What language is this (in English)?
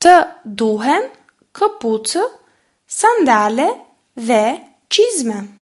Albanian